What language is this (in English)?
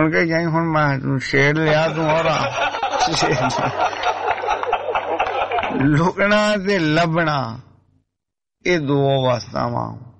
Punjabi